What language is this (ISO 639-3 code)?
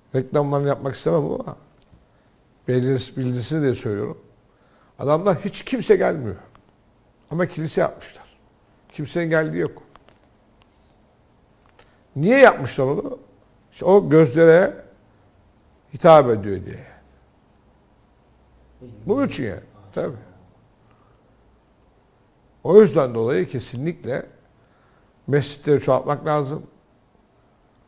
tur